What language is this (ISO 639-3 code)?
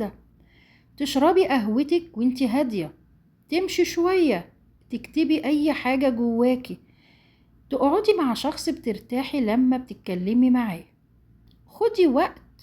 arz